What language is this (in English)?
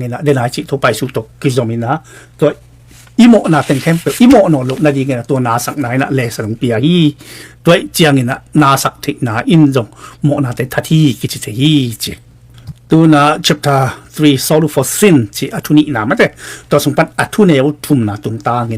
Tedim Chin